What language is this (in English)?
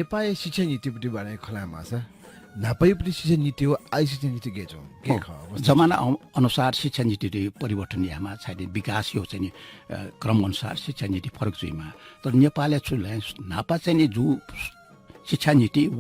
Newari